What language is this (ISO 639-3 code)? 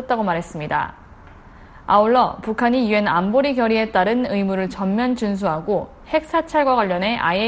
kor